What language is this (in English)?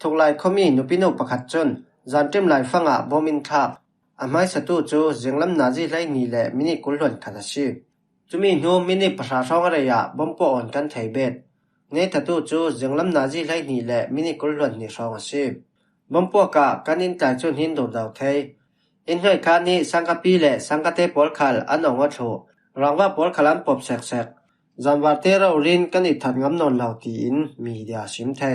Falam Chin